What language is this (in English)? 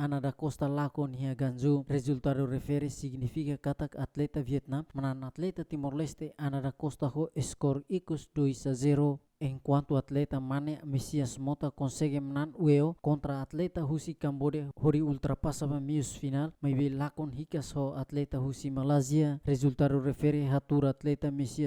Tetum